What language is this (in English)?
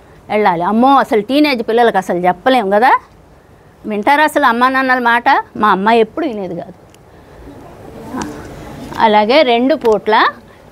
Telugu